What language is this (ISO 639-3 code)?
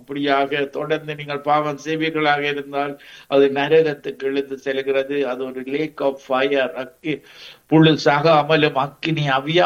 tam